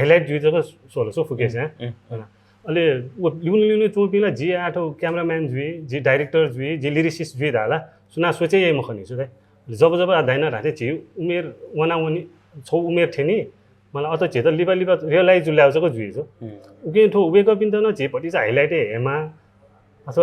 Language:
Newari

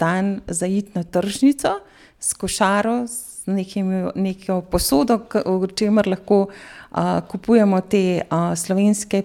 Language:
Slovenian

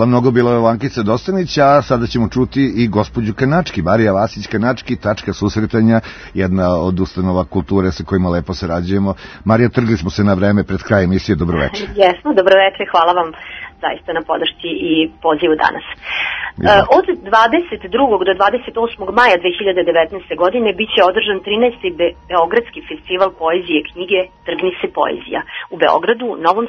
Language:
Serbian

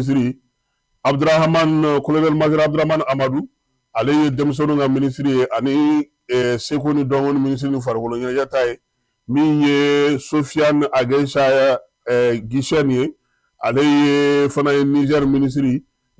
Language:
Bambara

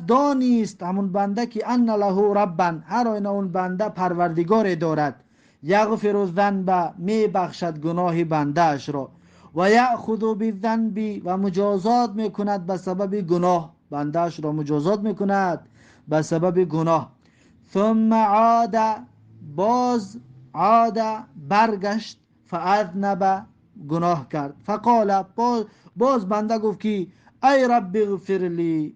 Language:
Tajik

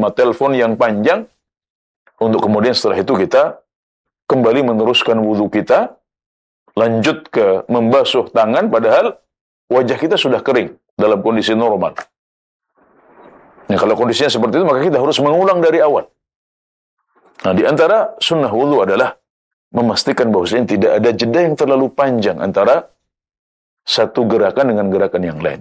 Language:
Indonesian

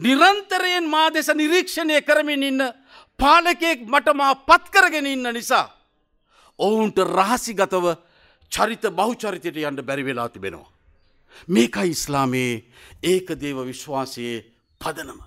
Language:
Sinhala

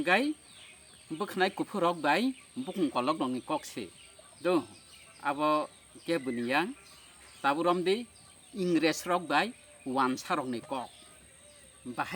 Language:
Kok Borok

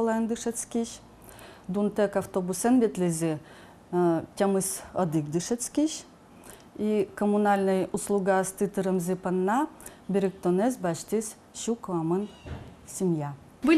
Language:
Udmurt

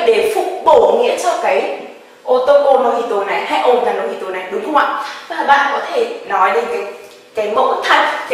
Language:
Vietnamese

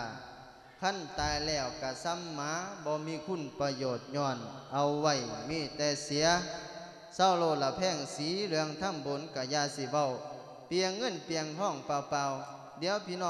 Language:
Lao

